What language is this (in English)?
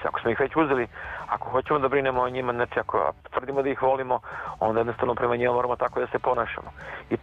Serbian